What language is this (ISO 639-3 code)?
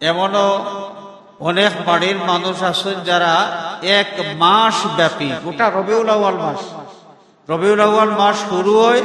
syl